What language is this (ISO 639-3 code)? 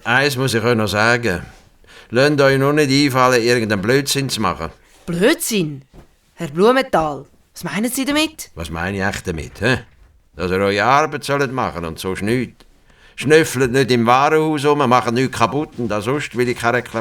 gsw